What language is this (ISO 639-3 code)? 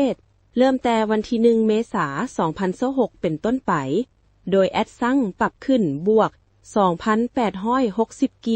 lao